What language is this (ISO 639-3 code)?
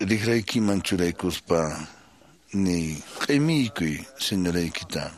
que